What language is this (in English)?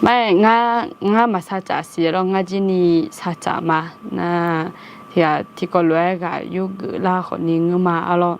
Akha